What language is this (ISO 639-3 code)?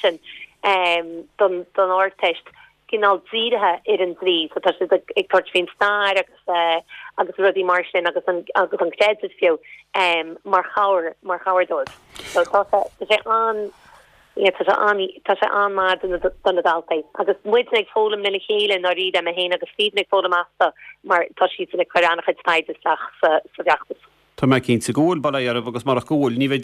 gle